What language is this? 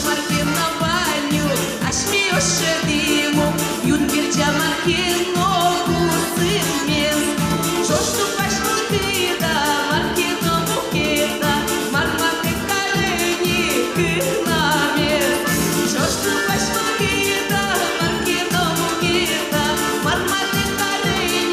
Udmurt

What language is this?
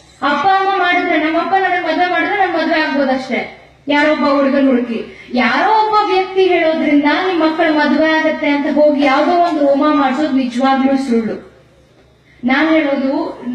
Kannada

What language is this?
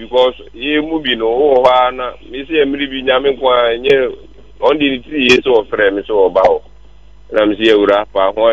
Akan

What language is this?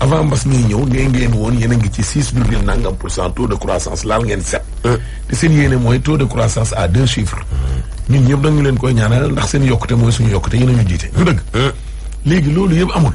Wolof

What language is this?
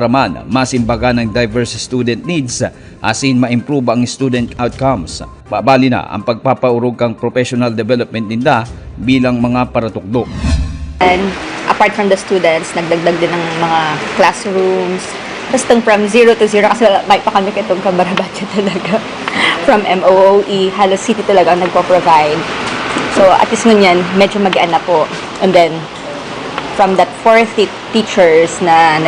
Bikol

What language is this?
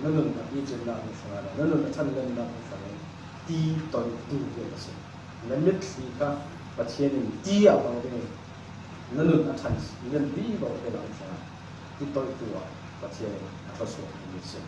Falam Chin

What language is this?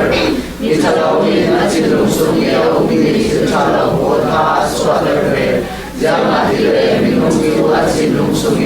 Falam Chin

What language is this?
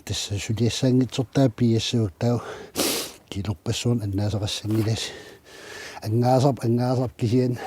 Kalaallisut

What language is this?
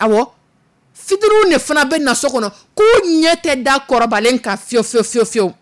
Dyula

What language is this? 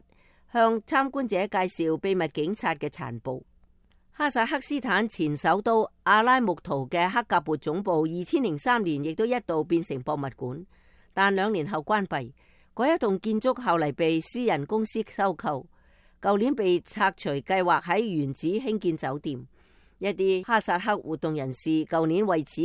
Cantonese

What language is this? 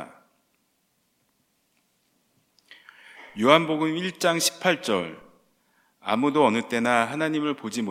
Korean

